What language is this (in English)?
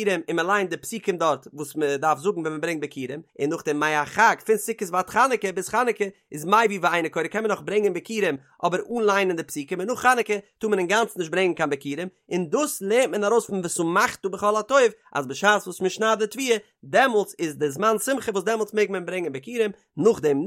Yiddish